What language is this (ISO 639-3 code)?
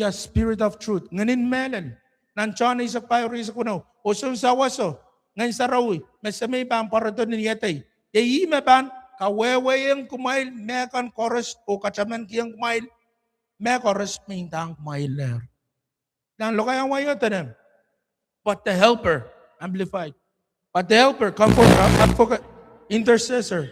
pon